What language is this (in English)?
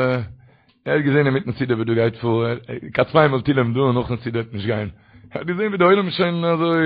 Yiddish